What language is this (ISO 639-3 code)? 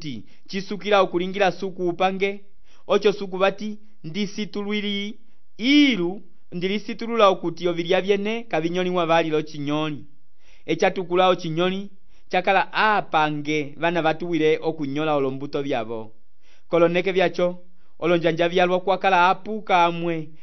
umb